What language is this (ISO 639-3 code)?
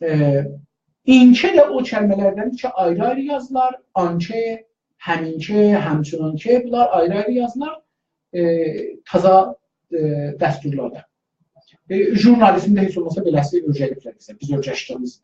azb